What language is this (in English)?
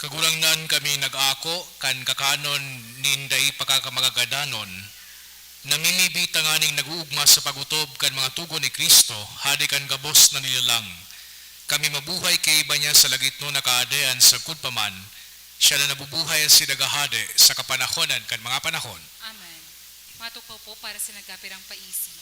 Bikol